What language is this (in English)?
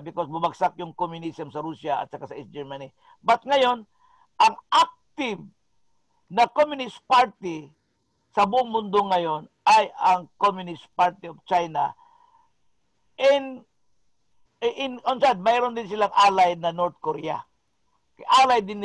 Filipino